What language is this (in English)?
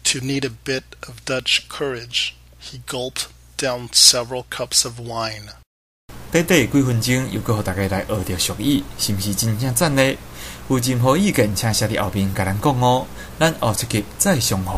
Min Nan Chinese